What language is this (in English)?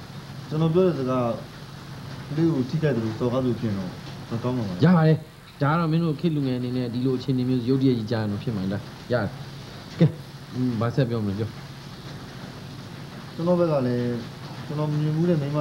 Burmese